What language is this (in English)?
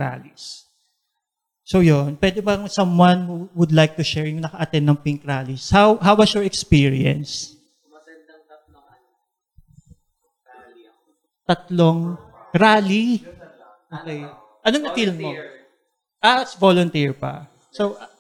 Filipino